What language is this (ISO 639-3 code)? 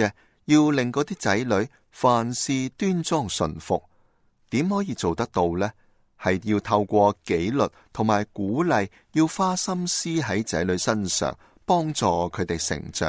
yue